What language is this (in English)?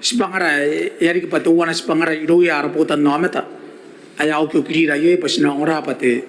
Gilbertese